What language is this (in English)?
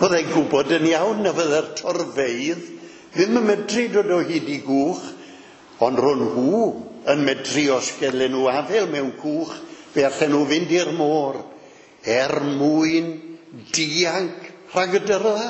Welsh